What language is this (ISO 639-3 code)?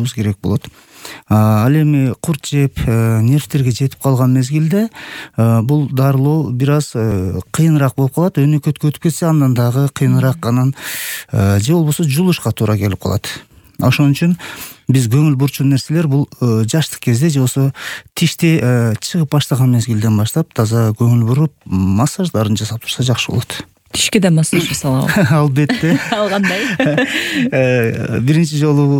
kir